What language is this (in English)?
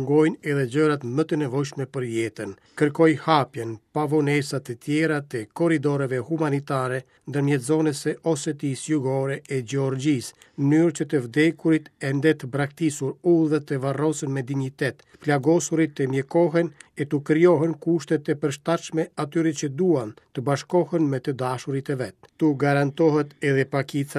Albanian